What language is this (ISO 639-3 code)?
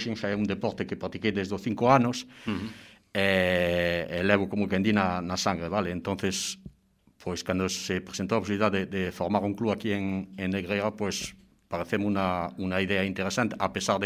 glg